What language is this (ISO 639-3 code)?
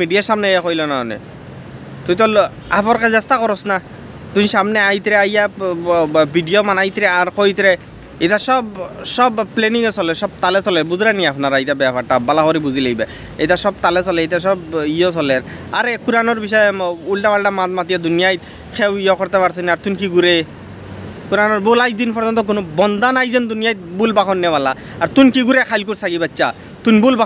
syl